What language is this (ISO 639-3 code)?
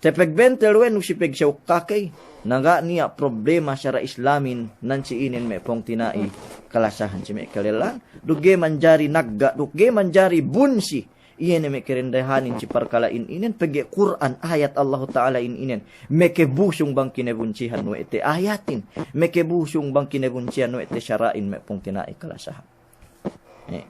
yka